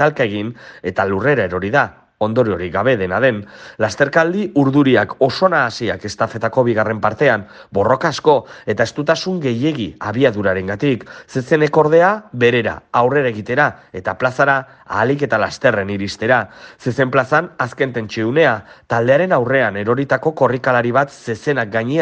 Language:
Basque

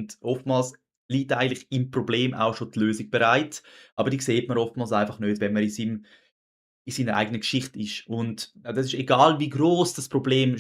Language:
Swiss German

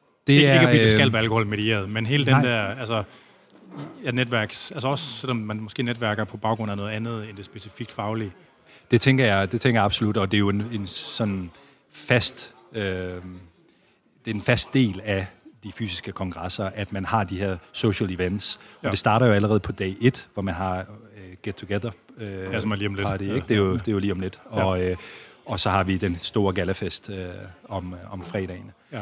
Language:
Danish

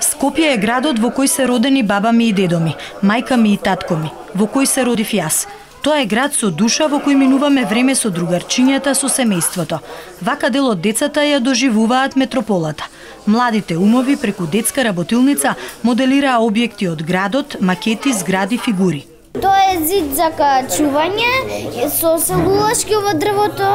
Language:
Macedonian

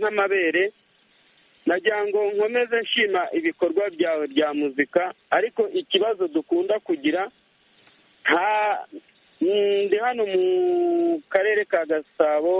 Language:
Kinyarwanda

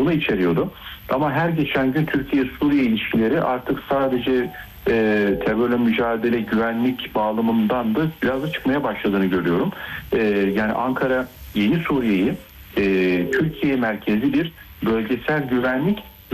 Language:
Turkish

